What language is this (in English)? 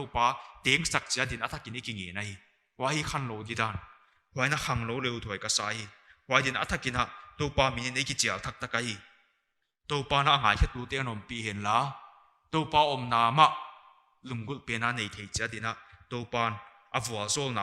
Paite Chin